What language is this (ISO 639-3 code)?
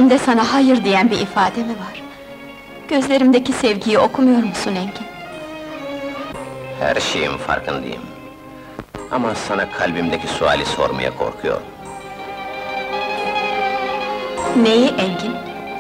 tur